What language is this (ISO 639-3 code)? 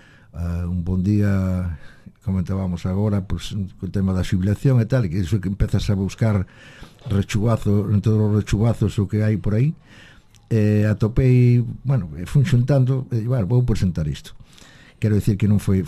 glg